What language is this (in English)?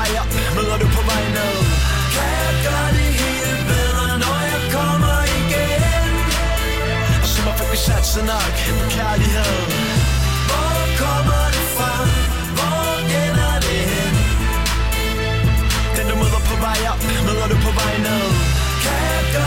Danish